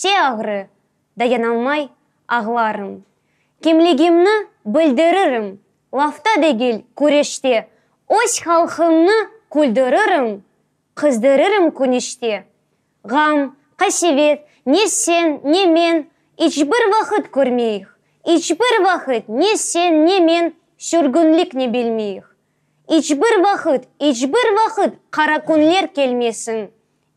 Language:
Crimean Tatar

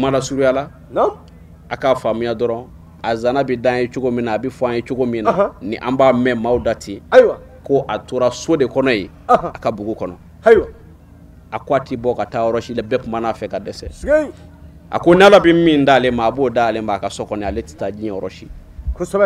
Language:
Bambara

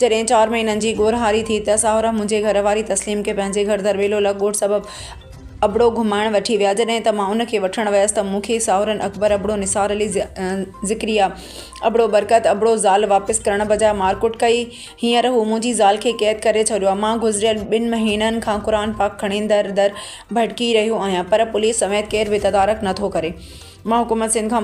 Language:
Sindhi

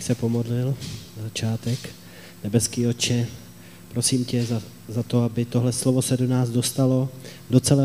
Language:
Czech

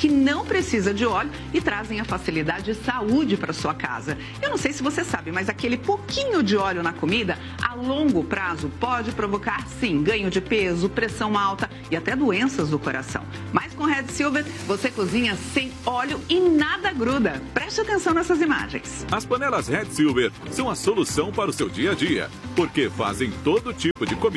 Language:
Portuguese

